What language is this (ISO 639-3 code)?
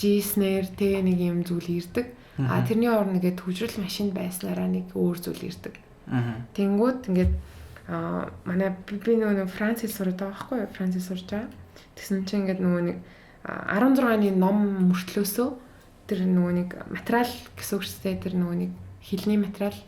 mon